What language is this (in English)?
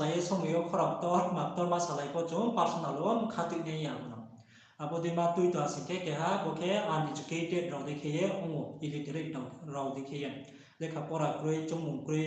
Riang (India)